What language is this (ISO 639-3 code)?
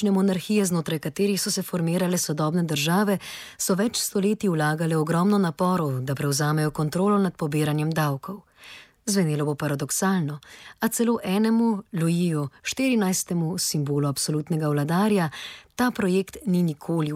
slv